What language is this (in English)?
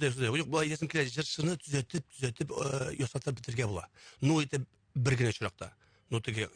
Tatar